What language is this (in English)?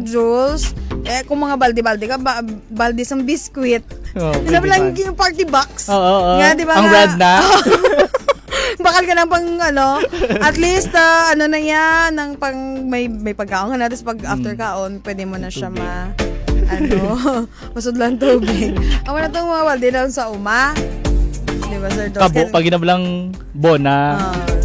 Hiligaynon